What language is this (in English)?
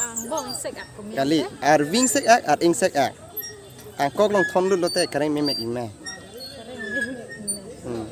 Karbi